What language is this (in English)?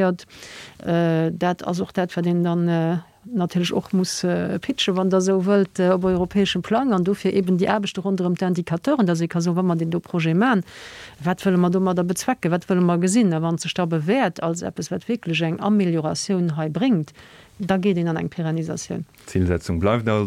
Luxembourgish